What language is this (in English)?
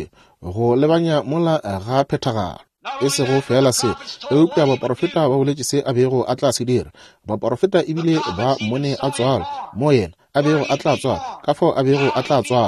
Northern Sotho